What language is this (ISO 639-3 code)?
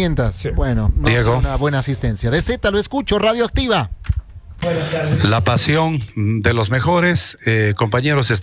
spa